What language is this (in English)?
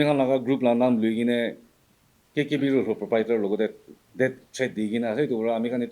Naga Pidgin